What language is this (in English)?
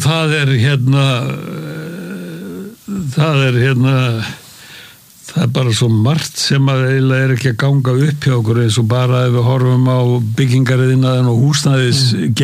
Icelandic